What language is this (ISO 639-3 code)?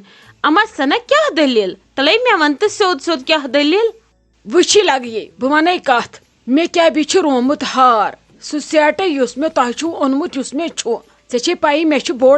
kas